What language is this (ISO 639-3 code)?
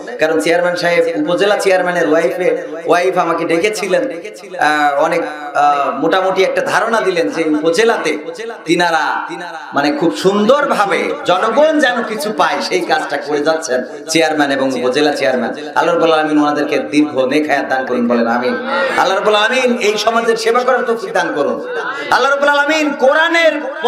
ben